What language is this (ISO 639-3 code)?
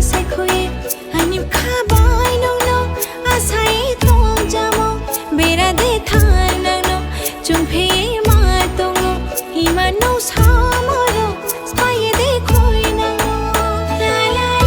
trp